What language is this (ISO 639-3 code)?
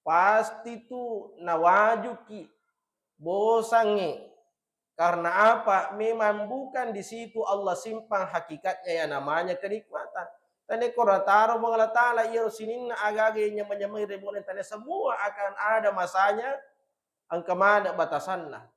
bug